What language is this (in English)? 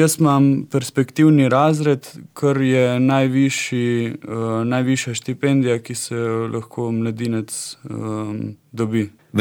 Slovenian